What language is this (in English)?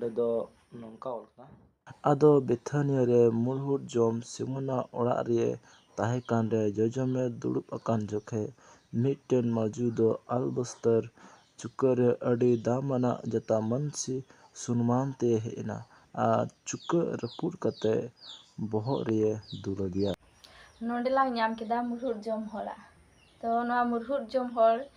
Santali